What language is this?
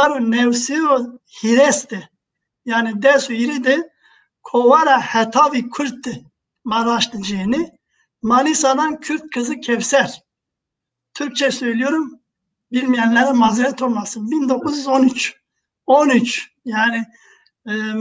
Zaza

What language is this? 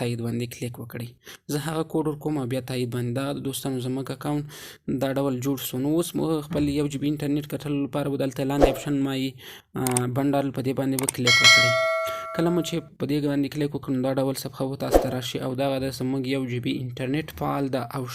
Pashto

